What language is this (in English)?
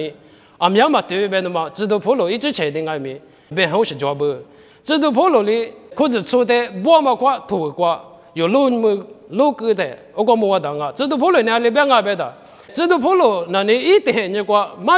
Lisu